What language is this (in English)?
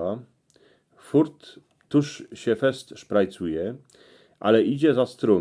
Silesian